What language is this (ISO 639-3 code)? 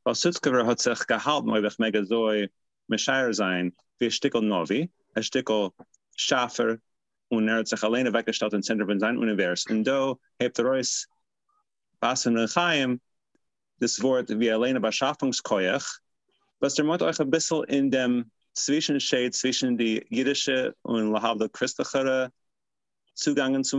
yid